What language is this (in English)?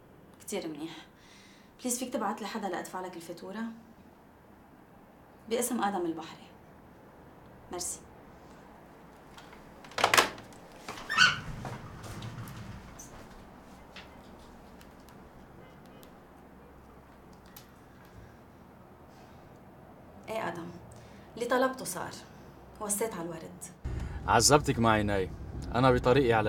North Levantine Arabic